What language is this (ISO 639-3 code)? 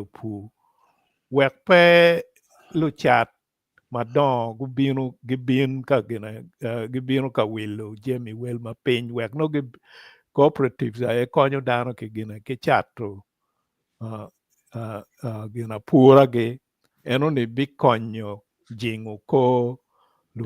ach